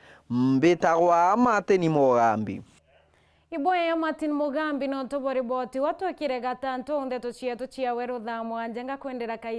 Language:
Meru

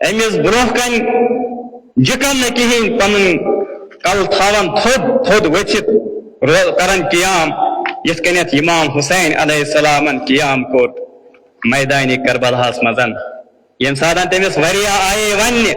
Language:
Kashmiri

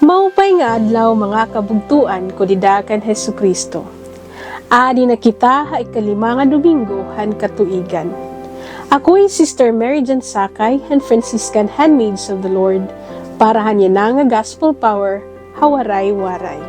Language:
Waray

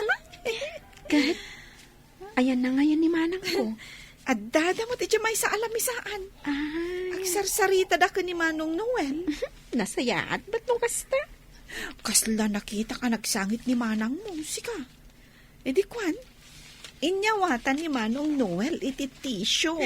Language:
Iloko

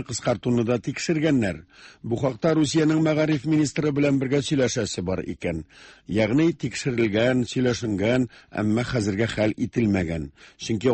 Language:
Tatar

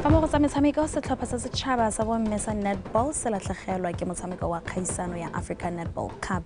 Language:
Tswana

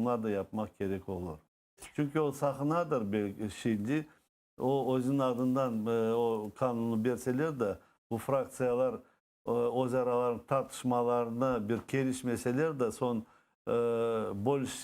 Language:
Crimean Tatar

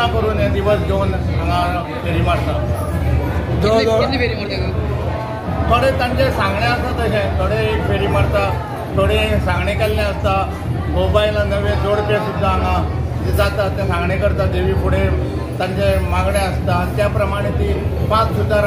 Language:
Konkani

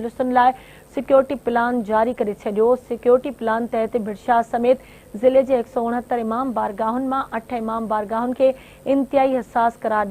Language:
Sindhi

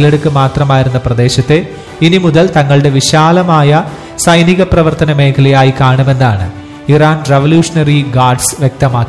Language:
Malayalam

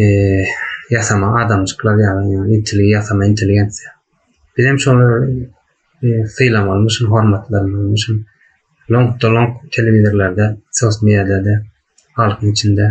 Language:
Turkmen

